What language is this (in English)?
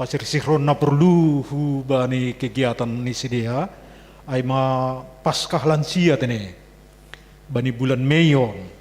Batak Simalungun